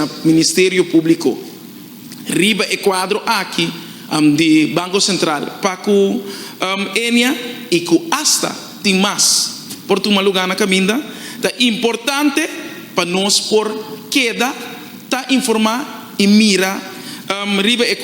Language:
Papiamento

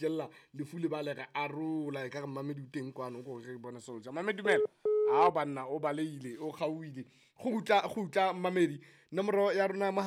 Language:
Southern Sotho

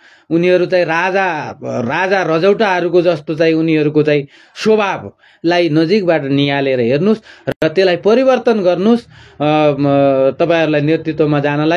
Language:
Nepali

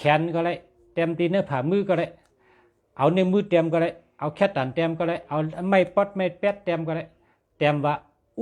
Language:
Shan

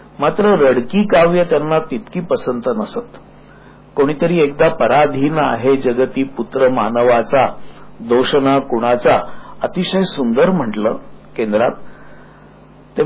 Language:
Marathi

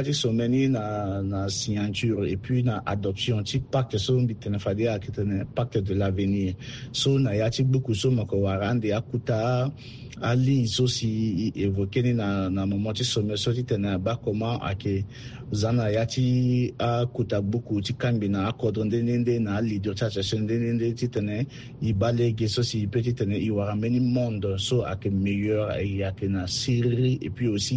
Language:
Sango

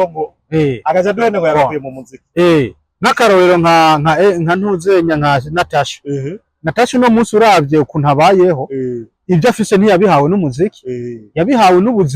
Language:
Rundi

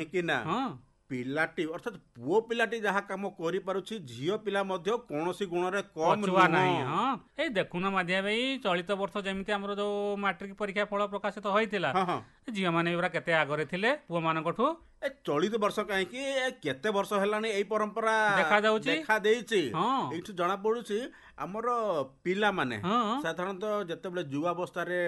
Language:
Odia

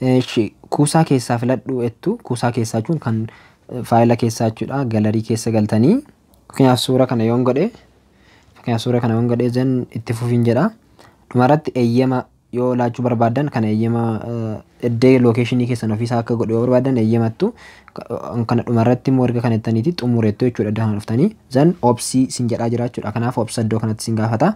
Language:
Oromo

